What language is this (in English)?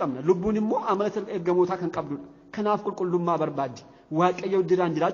Oromo